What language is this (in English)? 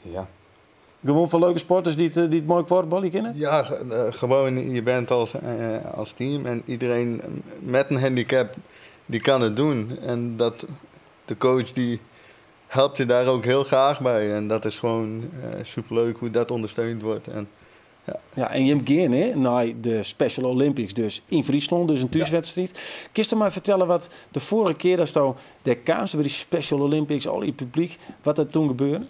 Western Frisian